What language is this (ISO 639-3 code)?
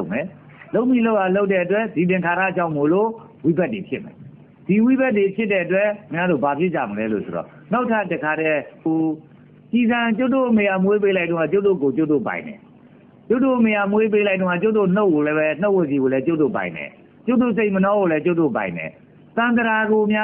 mya